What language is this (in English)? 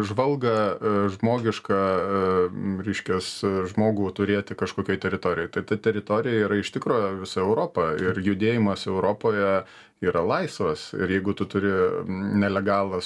Lithuanian